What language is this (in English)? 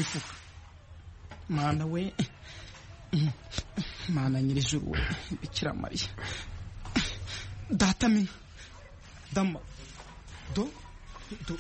Kinyarwanda